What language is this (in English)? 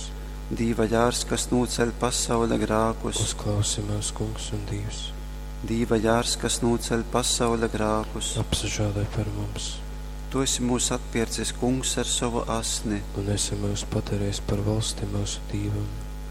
Latgalian